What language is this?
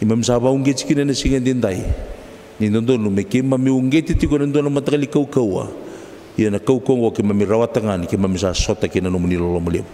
Fijian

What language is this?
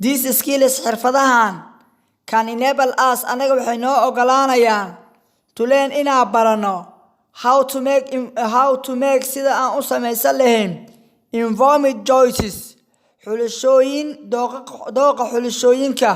Somali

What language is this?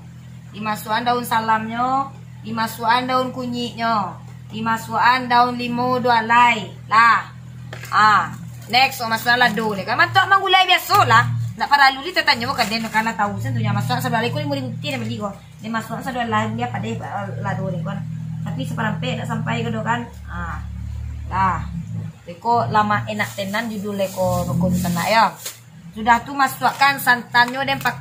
Minangkabau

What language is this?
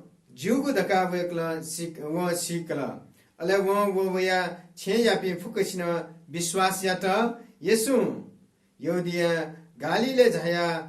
Newari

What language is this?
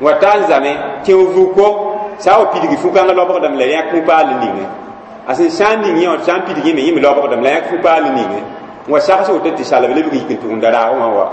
Mossi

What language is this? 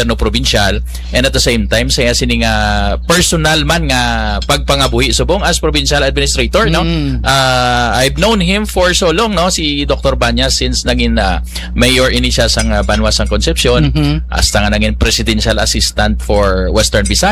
Hiligaynon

